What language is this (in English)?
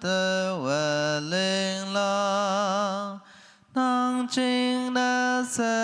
Naga Pidgin